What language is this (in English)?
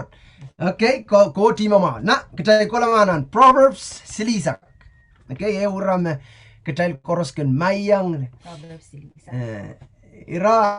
Pohnpeian